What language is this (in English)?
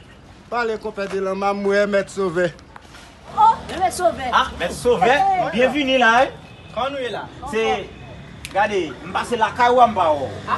Haitian Creole